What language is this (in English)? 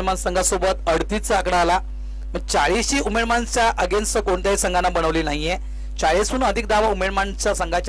Marathi